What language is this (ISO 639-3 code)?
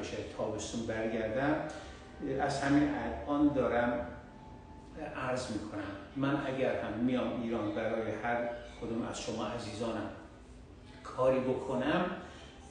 fas